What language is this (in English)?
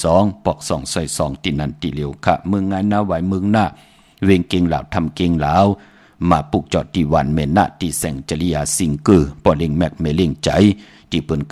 Shan